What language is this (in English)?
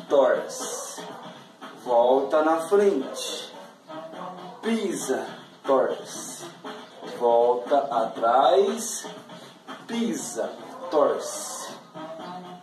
Portuguese